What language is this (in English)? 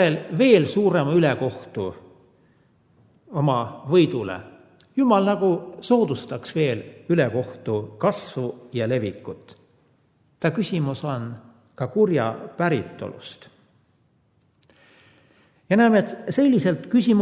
Estonian